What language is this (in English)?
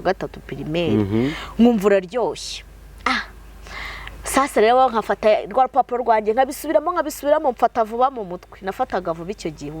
Kinyarwanda